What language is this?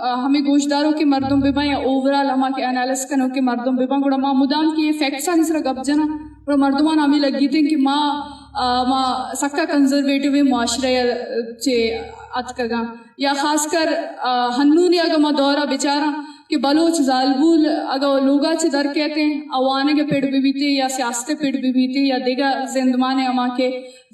Eastern Balochi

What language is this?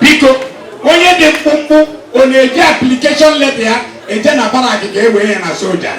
Igbo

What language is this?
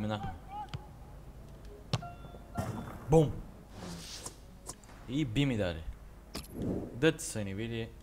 Bulgarian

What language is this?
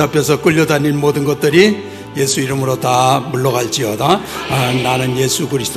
Korean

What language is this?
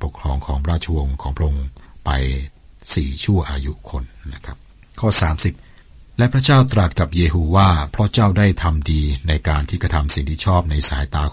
Thai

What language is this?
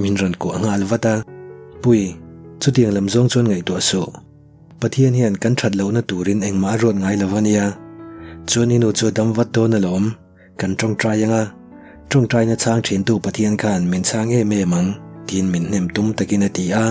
Mizo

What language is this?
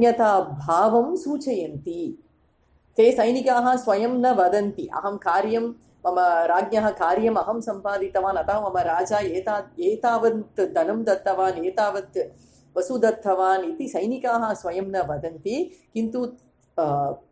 Sanskrit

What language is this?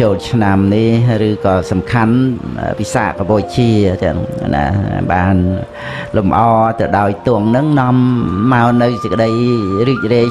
Khmer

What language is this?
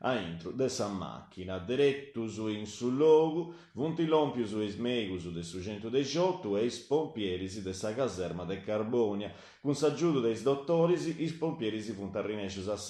Sardinian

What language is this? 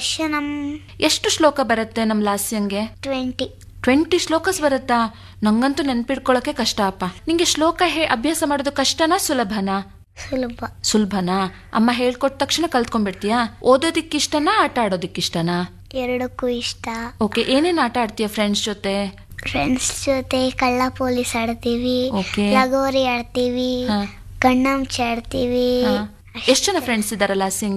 Kannada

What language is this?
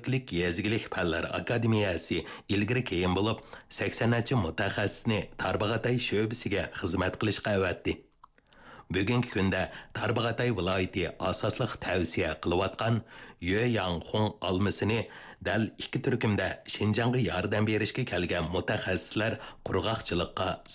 Uyghur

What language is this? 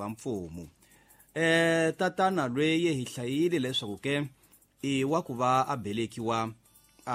Tsonga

